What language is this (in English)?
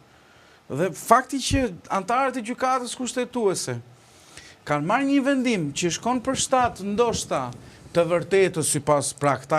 Albanian